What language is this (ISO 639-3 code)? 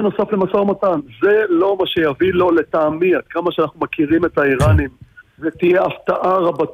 heb